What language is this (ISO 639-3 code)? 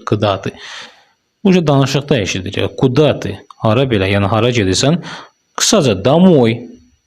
aze